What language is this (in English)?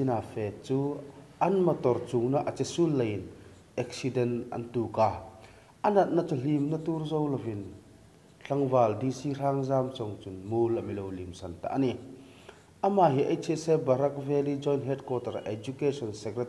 Hmar